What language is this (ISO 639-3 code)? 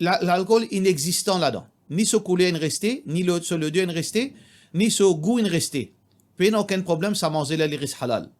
mfe